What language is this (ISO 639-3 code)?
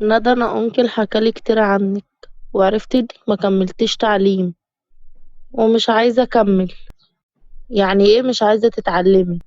arz